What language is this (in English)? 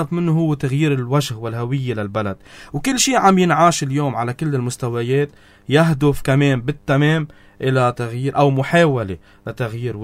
North Levantine Arabic